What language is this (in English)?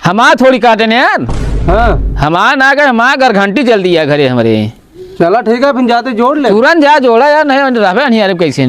Awadhi